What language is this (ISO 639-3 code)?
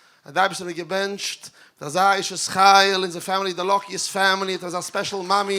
yid